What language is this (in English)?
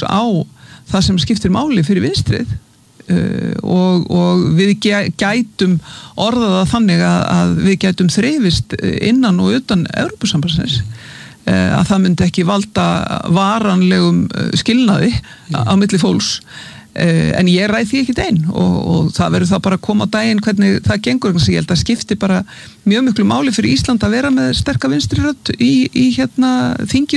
Icelandic